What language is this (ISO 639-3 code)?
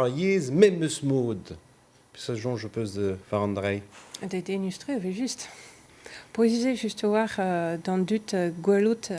bre